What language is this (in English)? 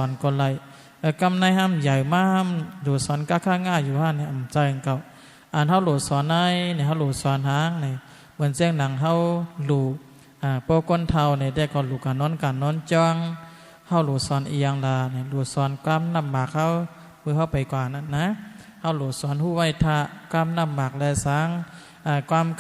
Shan